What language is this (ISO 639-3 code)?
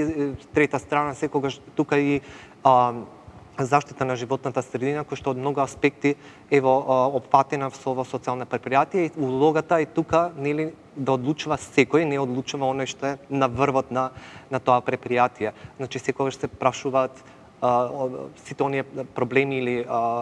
mkd